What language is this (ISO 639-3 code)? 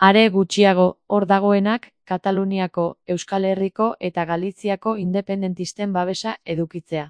eus